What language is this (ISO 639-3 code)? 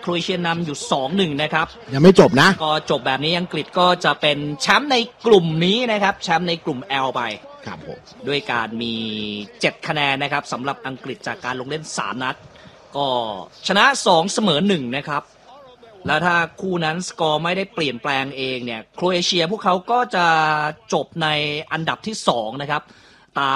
tha